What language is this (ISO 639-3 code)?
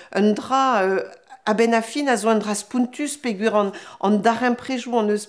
bre